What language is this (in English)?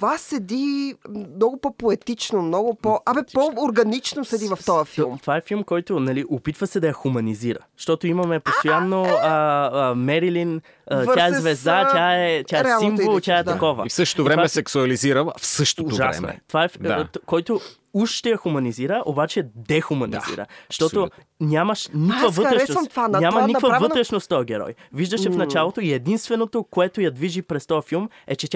Bulgarian